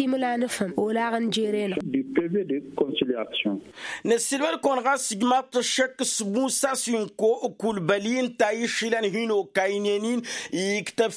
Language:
Tamasheq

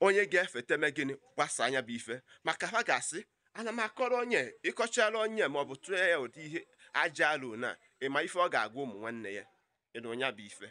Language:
Igbo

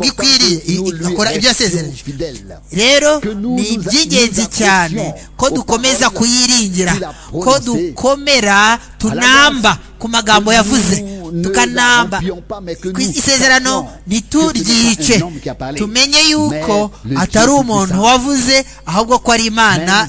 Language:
Kinyarwanda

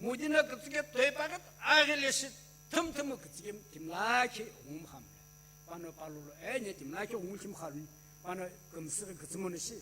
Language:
Sumi Naga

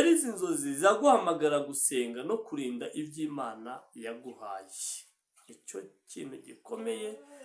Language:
Kinyarwanda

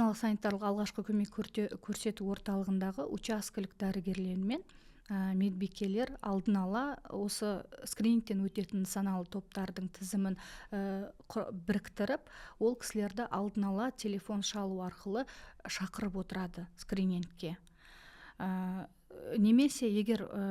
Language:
Kazakh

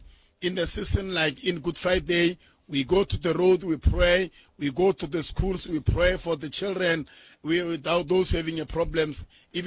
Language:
Tsonga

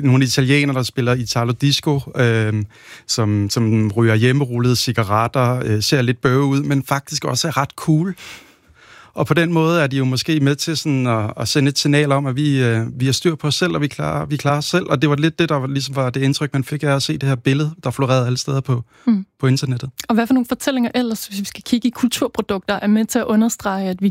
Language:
Danish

